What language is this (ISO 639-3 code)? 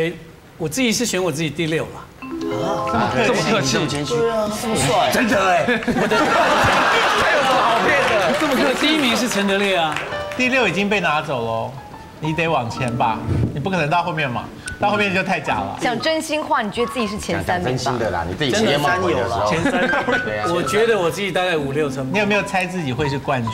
zho